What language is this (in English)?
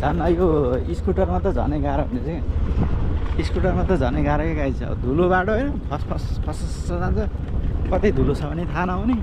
Nepali